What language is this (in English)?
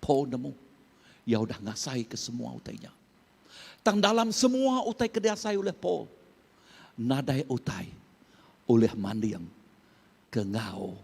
Iban